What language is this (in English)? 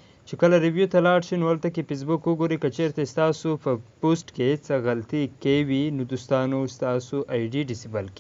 Pashto